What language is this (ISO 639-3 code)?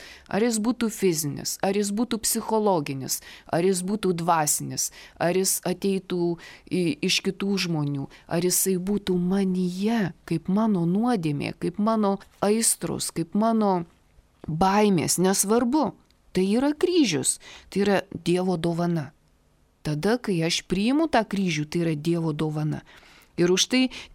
lit